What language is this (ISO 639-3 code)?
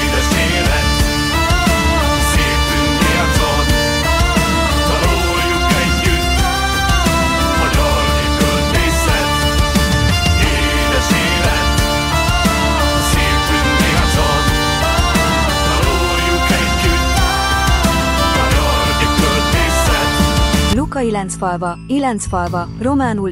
hun